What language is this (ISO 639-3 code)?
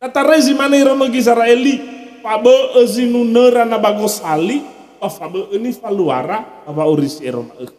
nia